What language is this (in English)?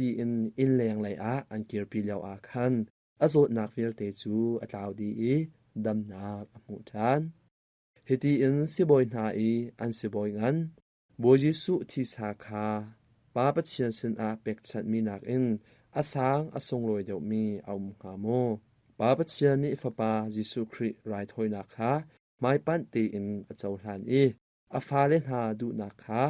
Hakha Chin